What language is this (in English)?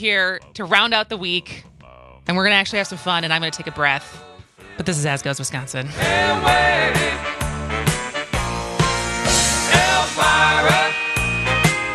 English